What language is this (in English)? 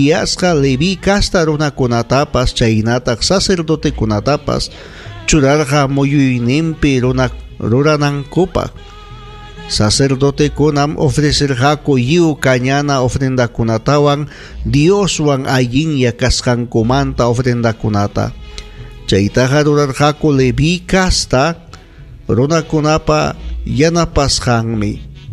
Ayacucho Quechua